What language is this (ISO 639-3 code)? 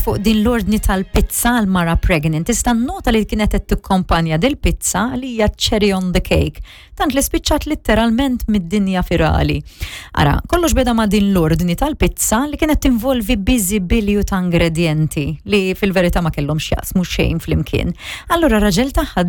mlt